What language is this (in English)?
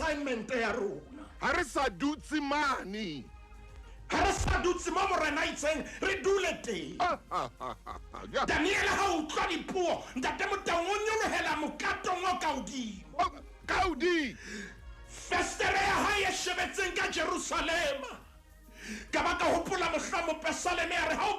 Southern Sotho